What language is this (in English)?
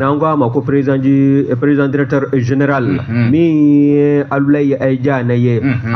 Bambara